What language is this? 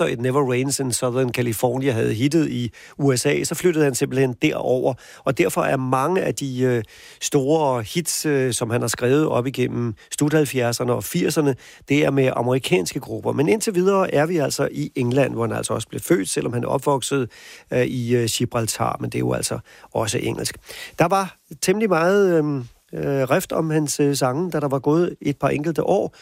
Danish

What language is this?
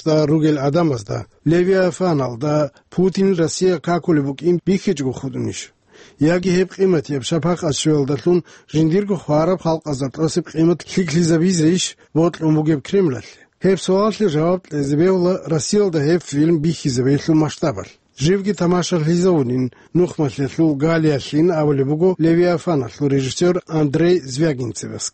Avaric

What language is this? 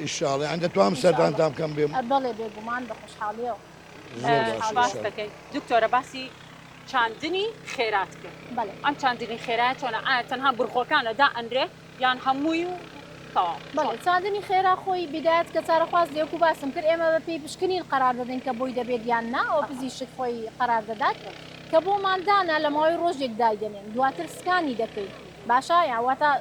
Central Kurdish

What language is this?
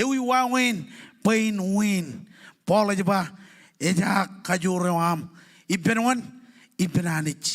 Marshallese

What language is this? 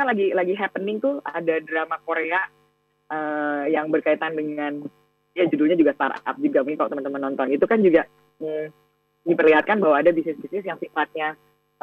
Indonesian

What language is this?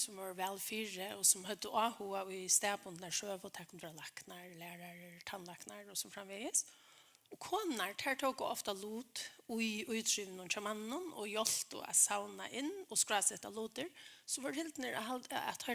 Faroese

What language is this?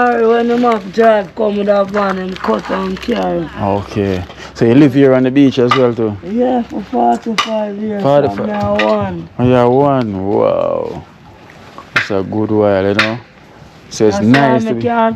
Jamaican Creole English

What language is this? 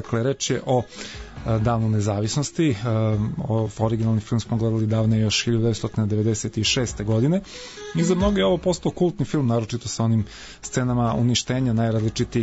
Serbian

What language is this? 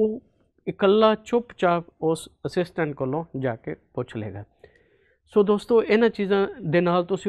Punjabi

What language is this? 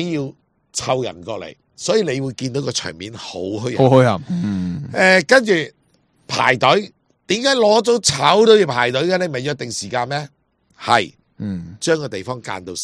Cantonese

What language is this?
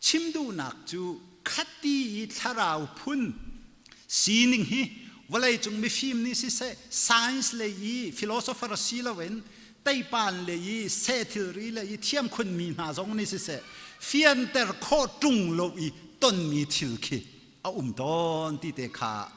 Hakha Chin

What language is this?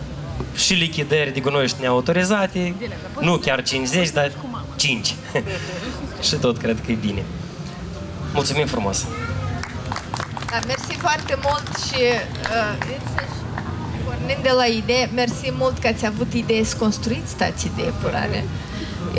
Romanian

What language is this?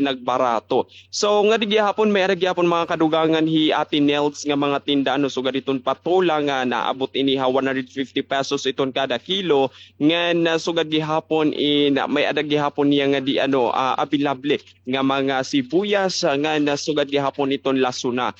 Waray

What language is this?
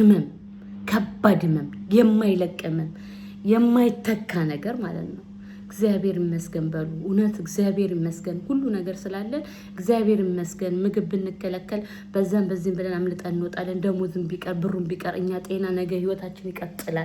Amharic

